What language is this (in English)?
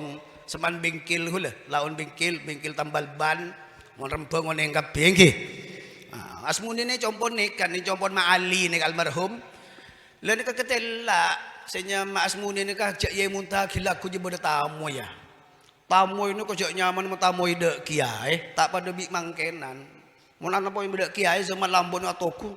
Madurese